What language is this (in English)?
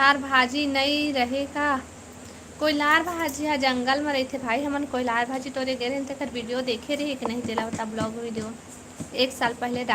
Chhattisgarhi